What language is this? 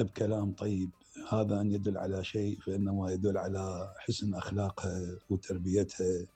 Mesopotamian Arabic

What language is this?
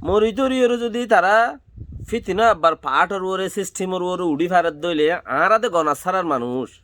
Rohingya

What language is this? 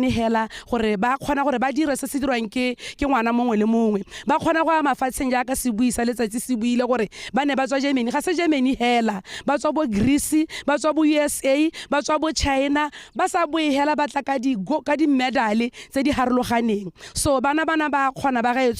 Tswana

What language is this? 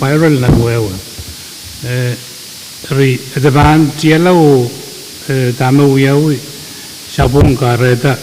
Pohnpeian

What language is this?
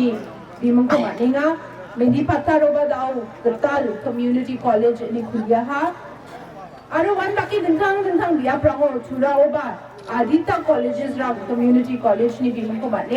Garo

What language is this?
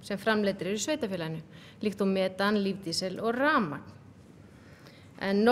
Icelandic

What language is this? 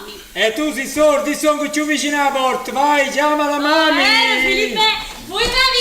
Neapolitan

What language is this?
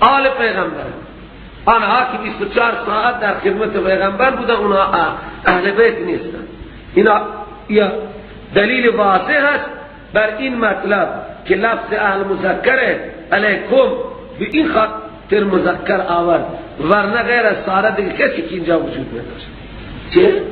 Persian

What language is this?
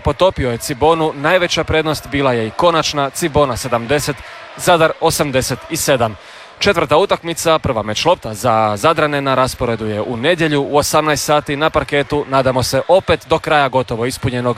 Croatian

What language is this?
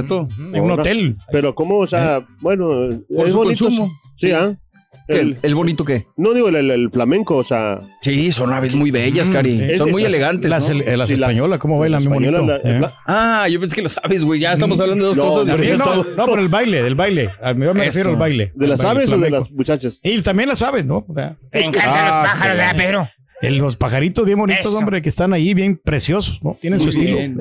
Spanish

